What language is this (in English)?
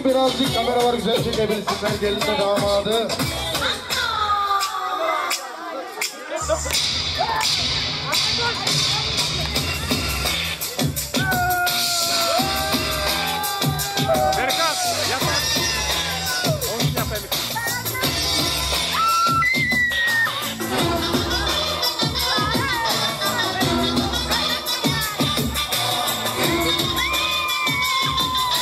Turkish